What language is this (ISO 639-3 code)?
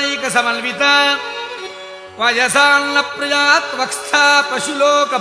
san